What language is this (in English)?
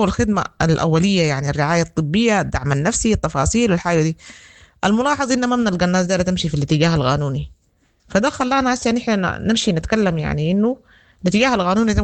Sudanese Arabic